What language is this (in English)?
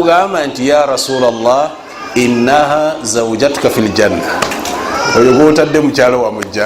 Ganda